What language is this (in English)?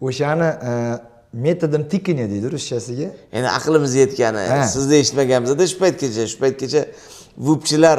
Uzbek